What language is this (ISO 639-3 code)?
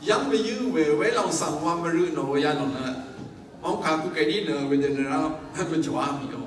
raw